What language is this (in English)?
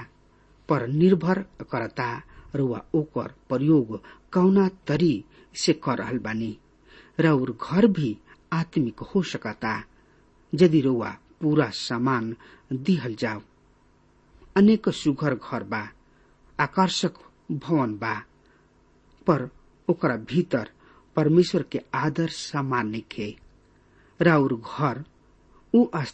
Bhojpuri